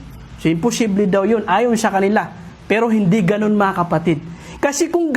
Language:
Maranao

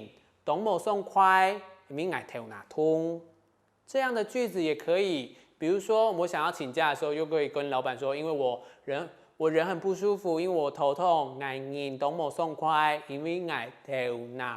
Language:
Hakka Chinese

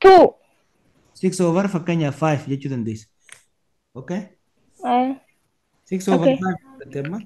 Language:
Oromo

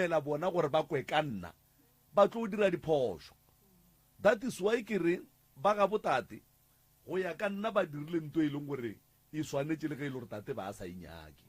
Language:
Northern Sotho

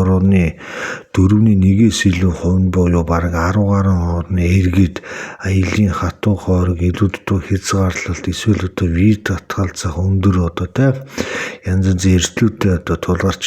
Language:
Mongolian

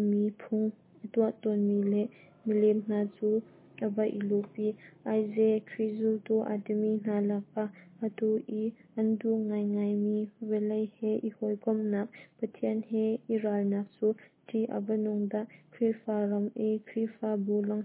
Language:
Hakha Chin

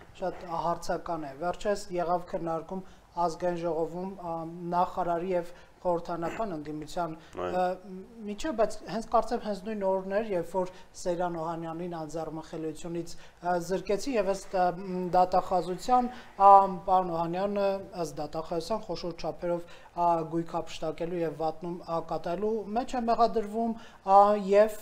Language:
Armenian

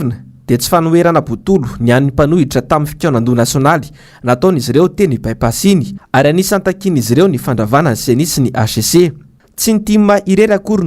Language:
Malagasy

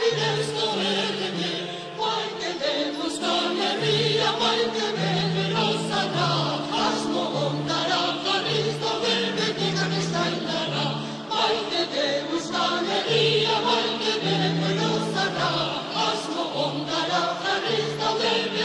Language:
Basque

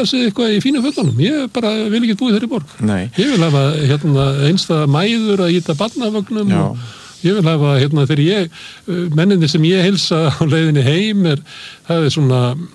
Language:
Icelandic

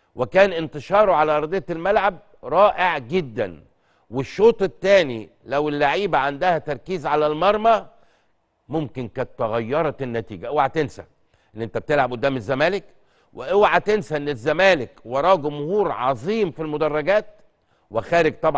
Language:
Egyptian Arabic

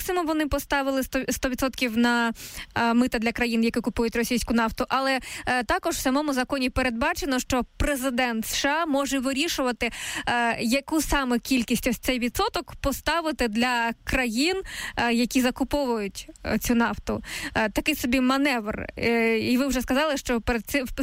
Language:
Ukrainian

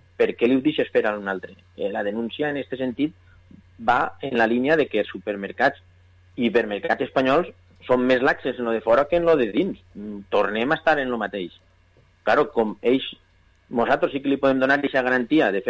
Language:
Catalan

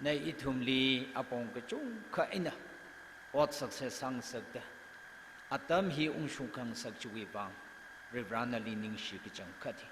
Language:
Tangkhul Naga (India)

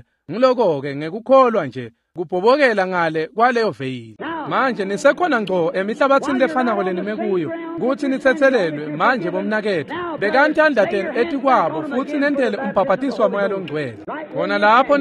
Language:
Swati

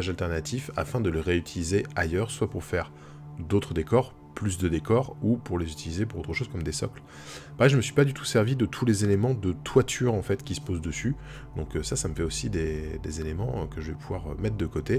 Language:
French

